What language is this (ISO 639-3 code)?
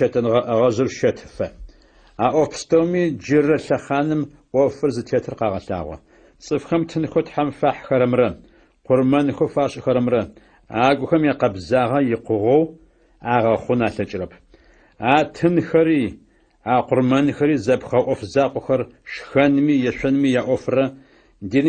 ady